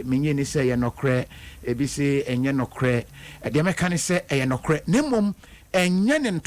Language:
Akan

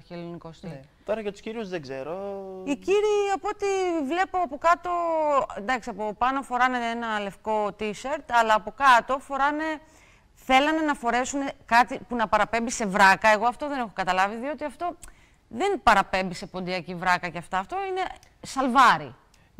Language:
Greek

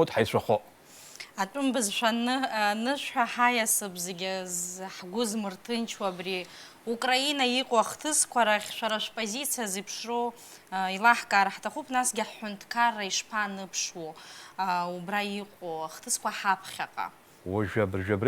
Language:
Abkhazian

